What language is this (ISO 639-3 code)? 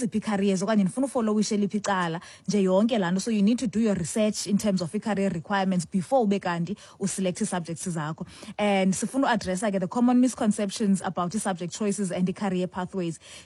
xho